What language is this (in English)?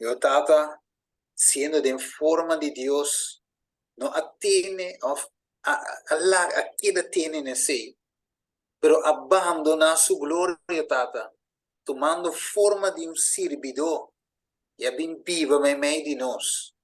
Papiamento